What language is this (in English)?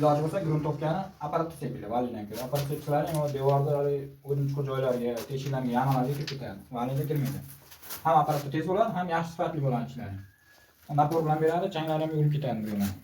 Uzbek